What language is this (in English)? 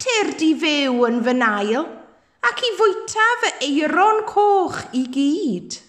Welsh